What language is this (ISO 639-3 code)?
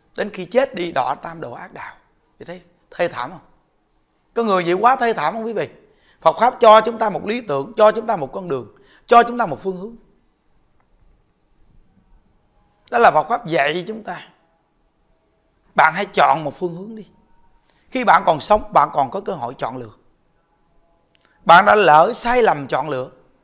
vie